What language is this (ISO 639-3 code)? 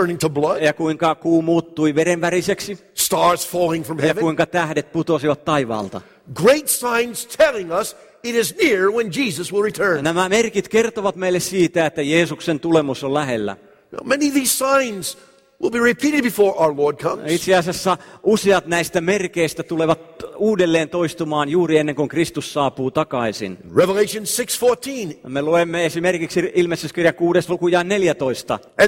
fin